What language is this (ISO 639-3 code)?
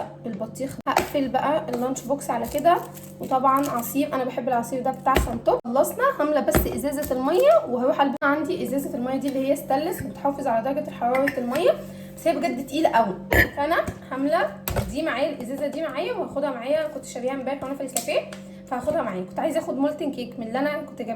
arz